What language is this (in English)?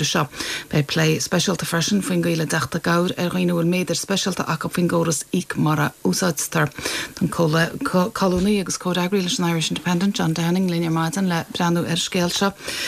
Irish